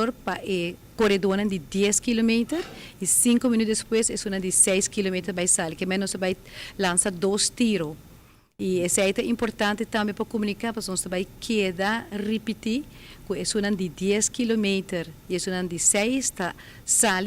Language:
Papiamento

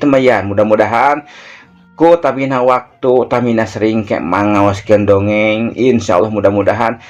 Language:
Sundanese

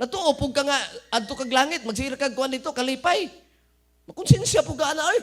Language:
Cebuano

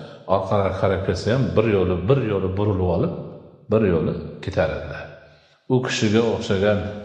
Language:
Uzbek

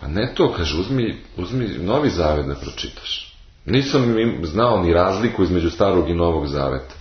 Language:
Serbian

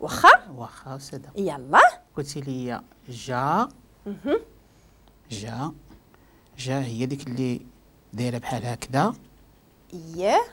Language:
Moroccan Arabic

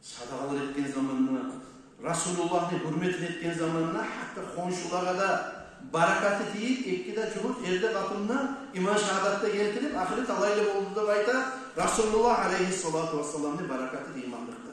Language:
Kumyk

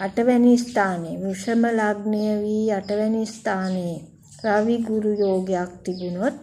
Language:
Sinhala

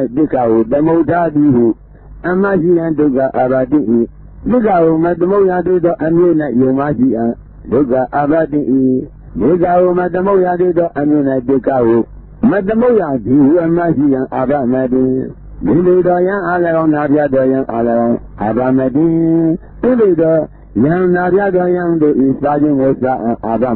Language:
Burmese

